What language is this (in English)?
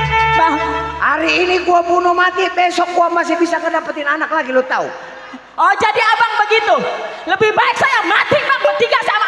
Betawi